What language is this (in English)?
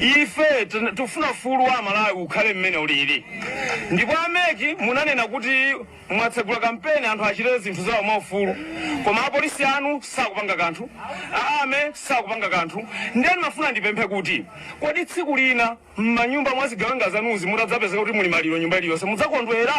Nyanja